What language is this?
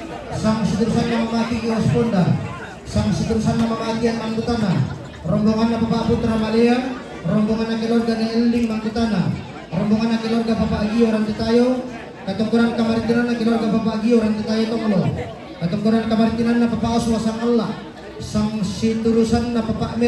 Toraja-Sa'dan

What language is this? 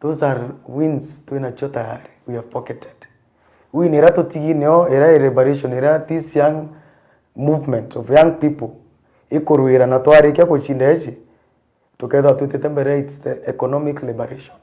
Meru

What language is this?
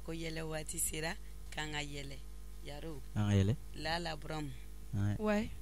Bambara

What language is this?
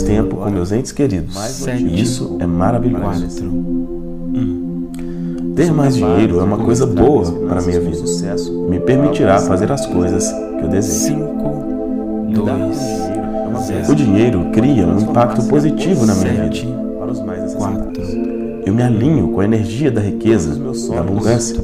Portuguese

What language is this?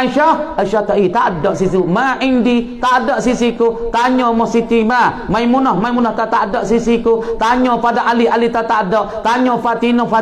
Malay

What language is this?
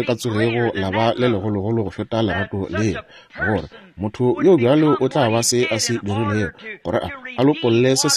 Northern Sotho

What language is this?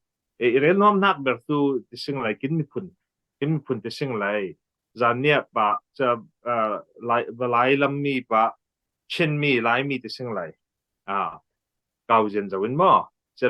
Falam Chin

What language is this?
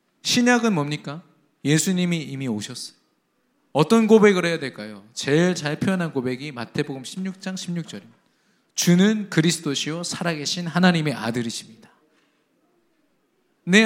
Korean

